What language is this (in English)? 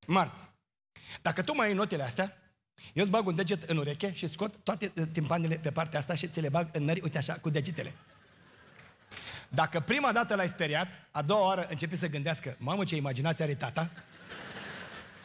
Romanian